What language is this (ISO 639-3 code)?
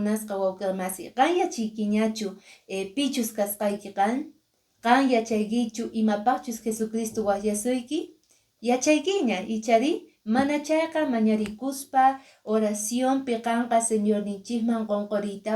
que